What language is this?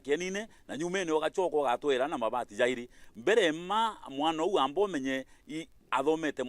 Meru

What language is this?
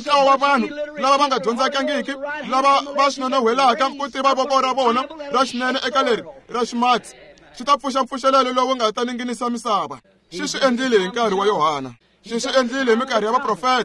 Tsonga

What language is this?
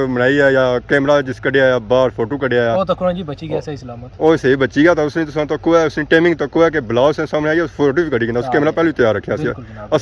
Pahari-Potwari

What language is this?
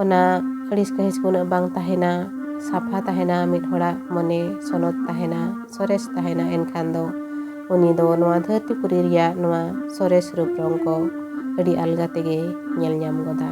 Santali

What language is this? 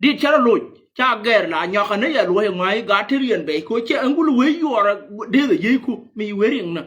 Nuer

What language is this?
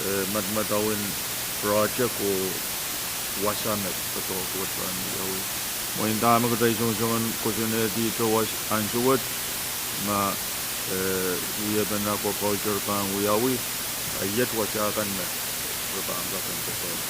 Pohnpeian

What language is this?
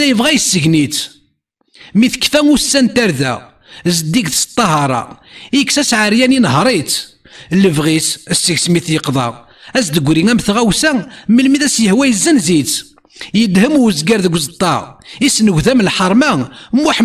Kabyle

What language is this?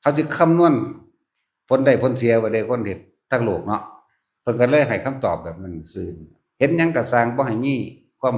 Northeastern Thai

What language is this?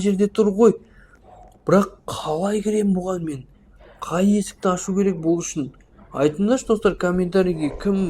Kazakh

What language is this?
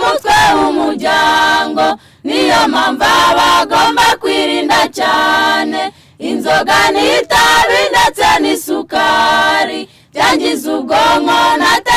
Kinyarwanda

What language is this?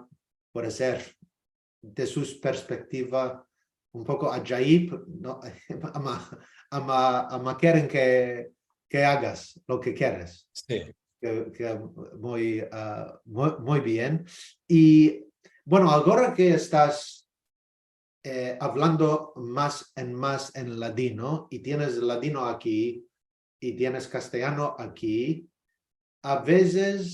Ladino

